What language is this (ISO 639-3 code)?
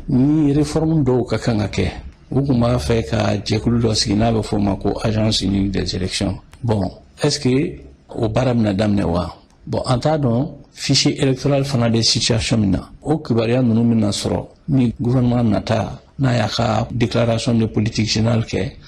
bam